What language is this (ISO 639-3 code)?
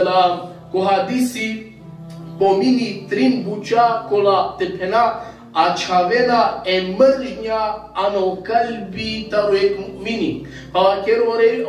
rmn